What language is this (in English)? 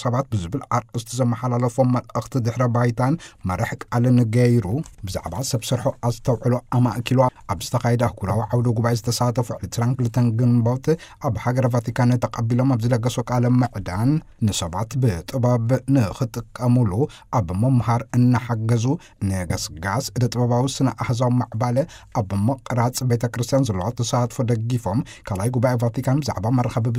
Tigrinya